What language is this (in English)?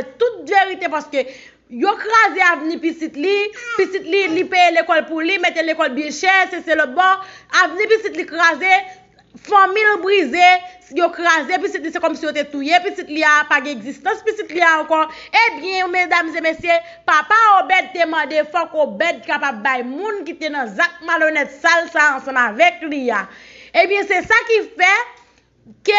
Haitian Creole